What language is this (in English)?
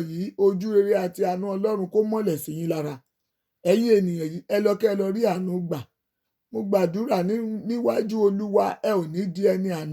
Yoruba